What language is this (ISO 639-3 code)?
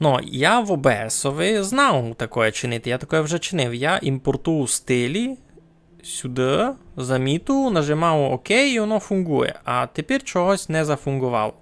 rue